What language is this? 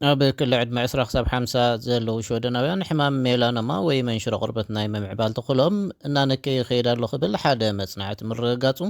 Tigrinya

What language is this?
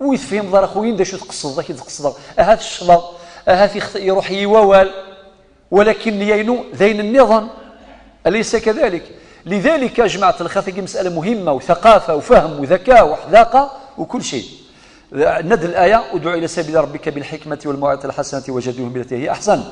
Kabyle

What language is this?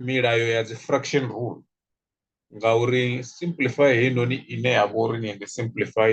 Venda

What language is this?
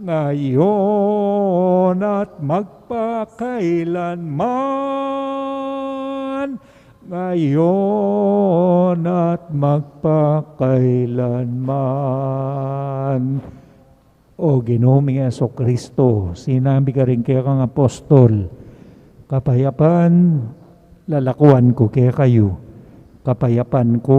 Pampanga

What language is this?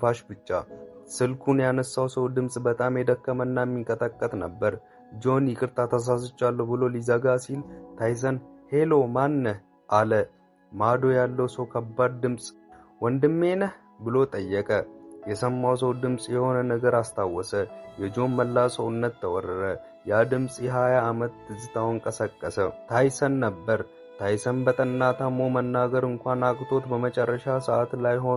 Amharic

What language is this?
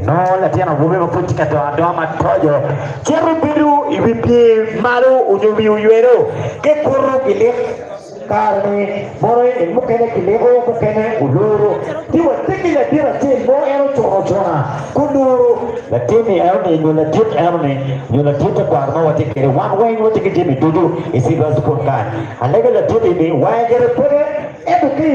Acoli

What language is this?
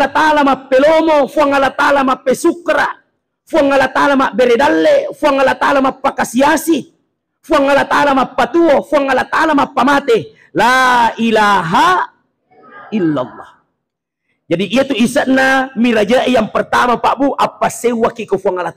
Buginese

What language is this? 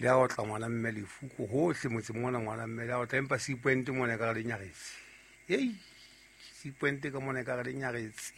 Southern Sotho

